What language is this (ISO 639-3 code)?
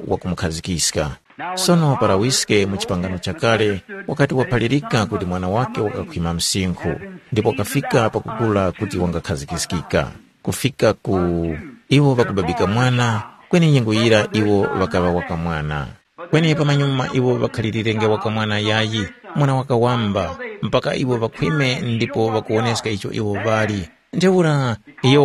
tum